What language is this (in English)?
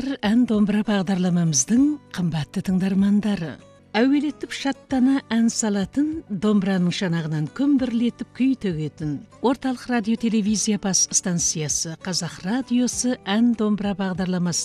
Kazakh